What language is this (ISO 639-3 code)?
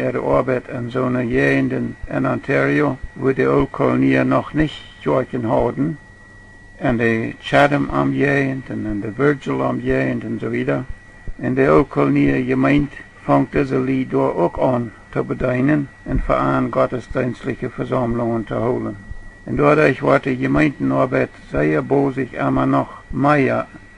pdt